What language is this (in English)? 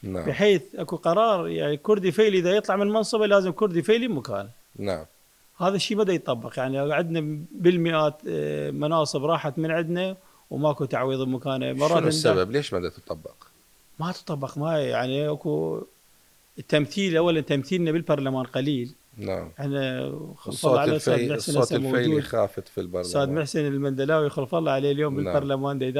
Mesopotamian Arabic